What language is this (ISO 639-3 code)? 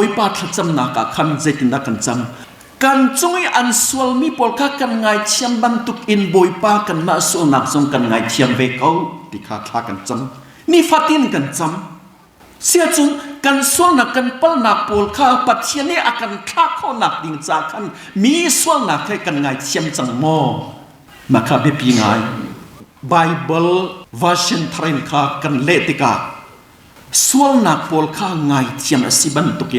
cnh